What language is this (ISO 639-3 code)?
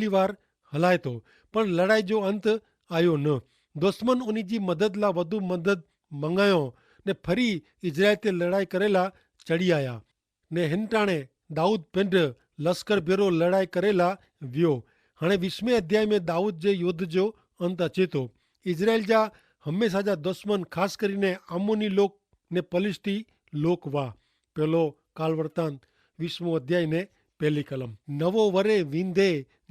kfr